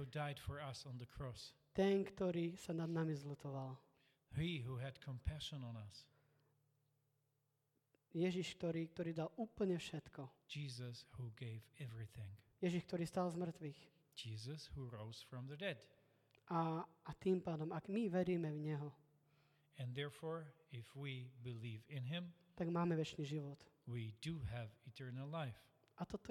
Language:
Slovak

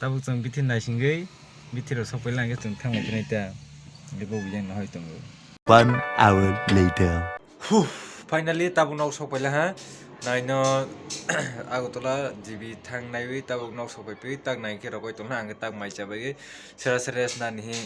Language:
Kok Borok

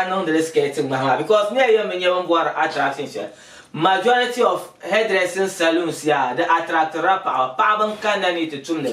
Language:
Dagbani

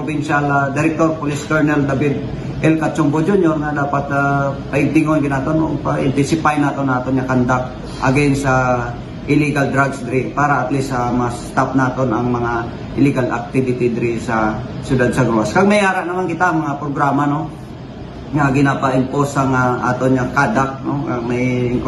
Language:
Hiligaynon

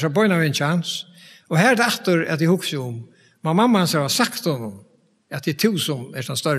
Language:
Faroese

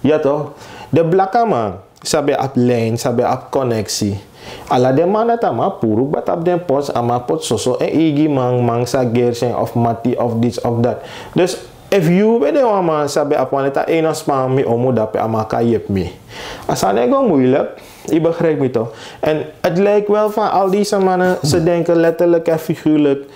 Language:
Sranan Tongo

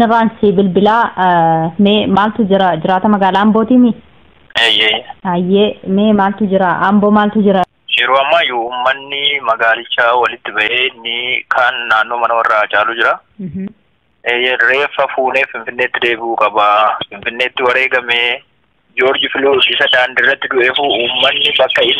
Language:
Oromo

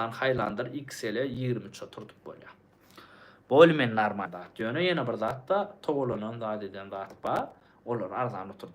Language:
Turkmen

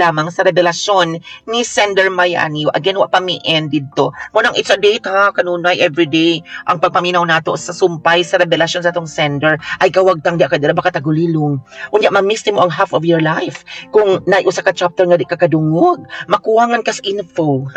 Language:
Cebuano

